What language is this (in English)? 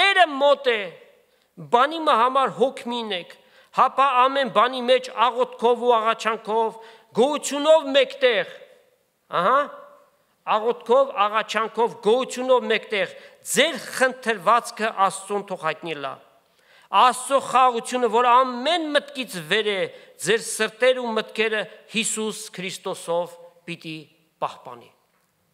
Armenian